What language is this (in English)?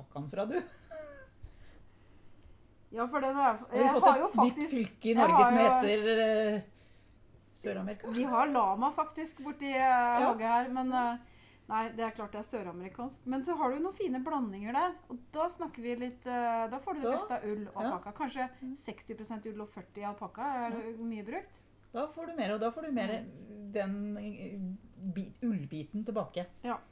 Norwegian